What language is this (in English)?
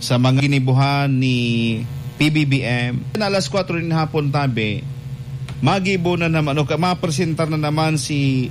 Bikol